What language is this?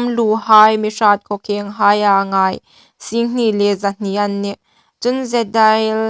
Hmar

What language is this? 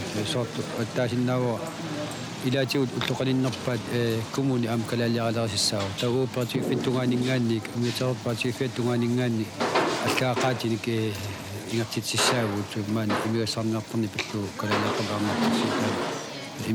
Kalaallisut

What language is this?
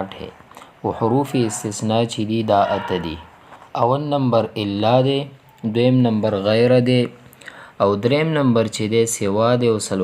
Pashto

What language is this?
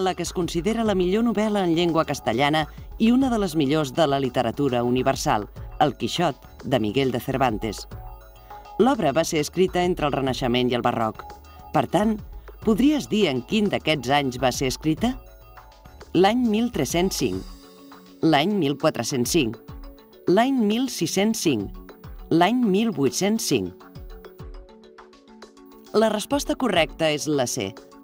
Catalan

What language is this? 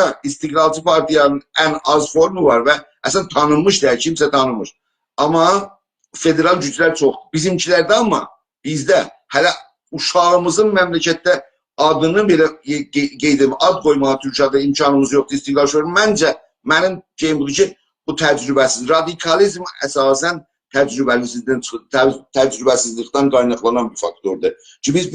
South Azerbaijani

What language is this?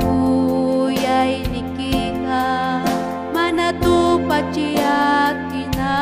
Ayacucho Quechua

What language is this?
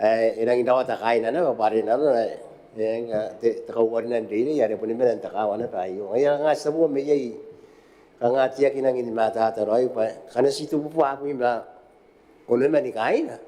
Gilbertese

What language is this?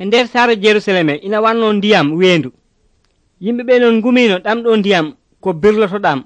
Nigerian Fulfulde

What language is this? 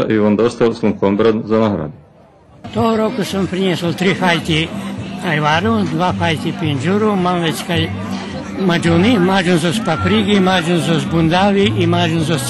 Rusyn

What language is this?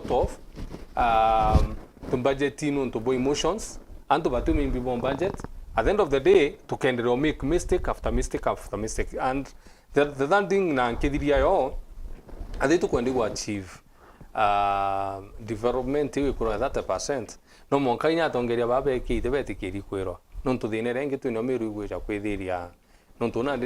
Meru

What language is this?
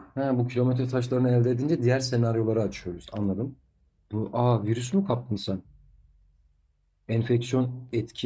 Turkish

